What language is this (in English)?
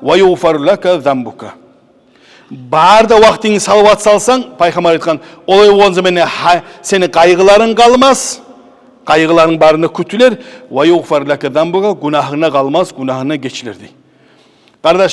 Kumyk